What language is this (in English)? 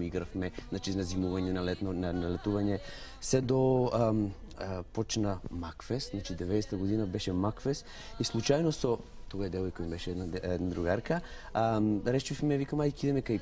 Macedonian